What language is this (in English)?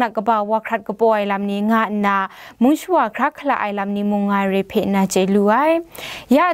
Kachin